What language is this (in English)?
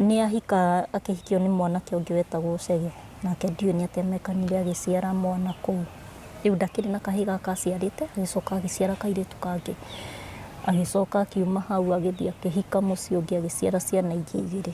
Kikuyu